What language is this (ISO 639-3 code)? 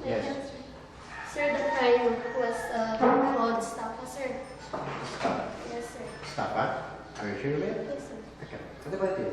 kne